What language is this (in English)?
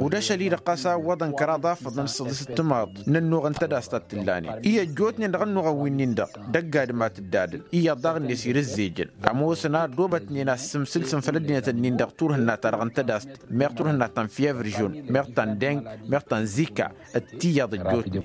Tamasheq